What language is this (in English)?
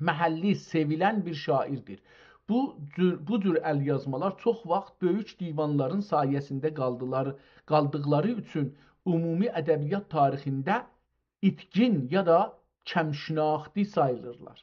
South Azerbaijani